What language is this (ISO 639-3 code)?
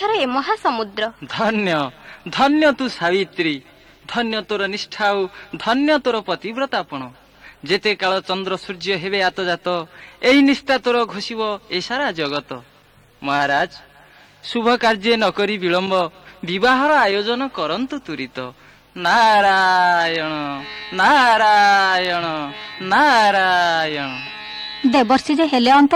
ori